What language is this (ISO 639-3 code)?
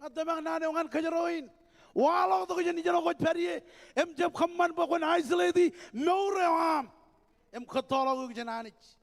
mah